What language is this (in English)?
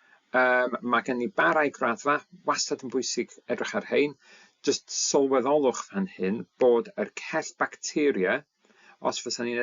Welsh